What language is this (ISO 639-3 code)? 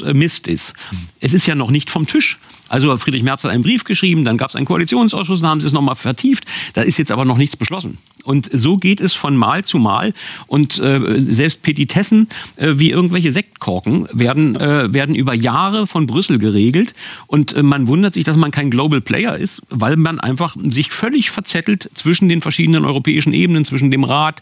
deu